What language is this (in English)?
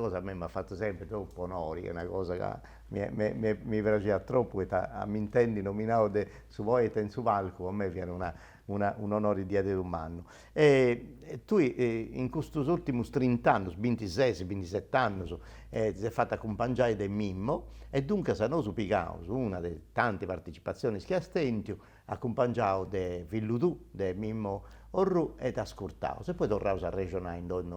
Sardinian